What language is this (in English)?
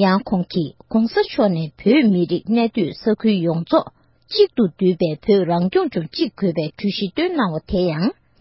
Tibetan